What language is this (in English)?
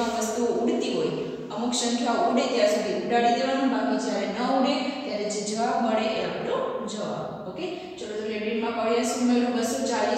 Gujarati